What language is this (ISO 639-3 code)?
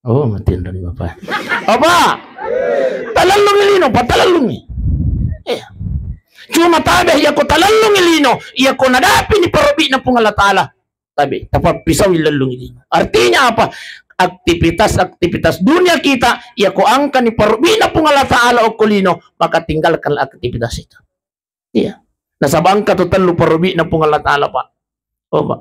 bug